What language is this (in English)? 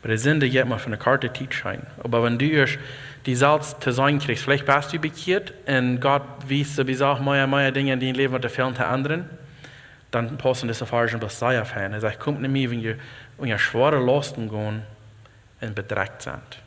Plautdietsch